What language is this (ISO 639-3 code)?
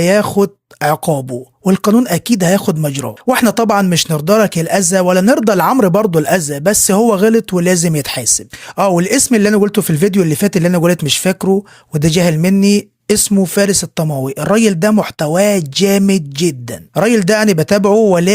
arz